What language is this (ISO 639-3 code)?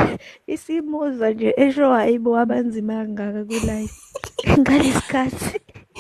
zul